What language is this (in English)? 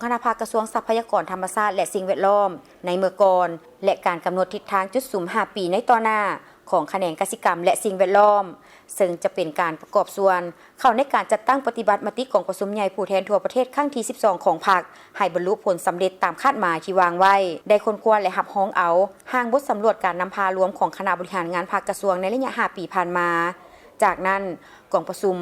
Lao